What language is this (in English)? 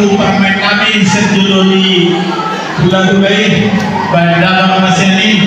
Batak Toba